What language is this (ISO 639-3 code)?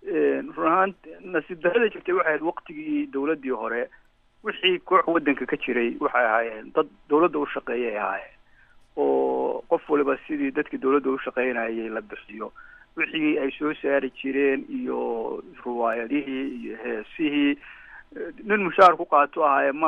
som